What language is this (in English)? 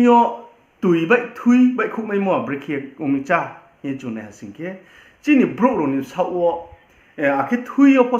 Riang (India)